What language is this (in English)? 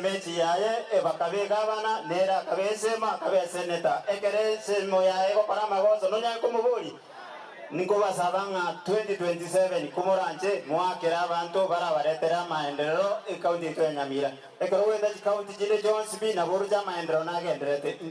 Gusii